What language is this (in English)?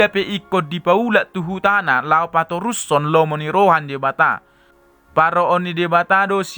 Batak Toba